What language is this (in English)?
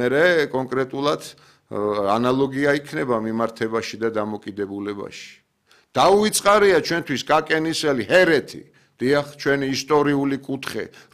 Georgian